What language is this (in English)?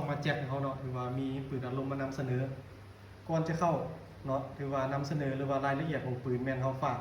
Lao